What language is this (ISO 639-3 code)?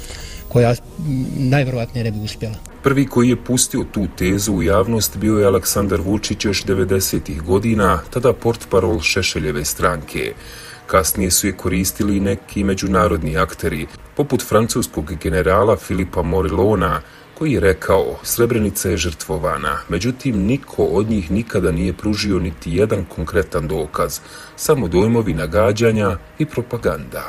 bos